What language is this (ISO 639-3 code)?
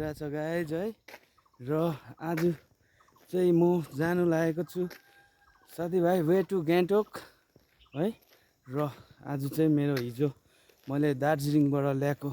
nep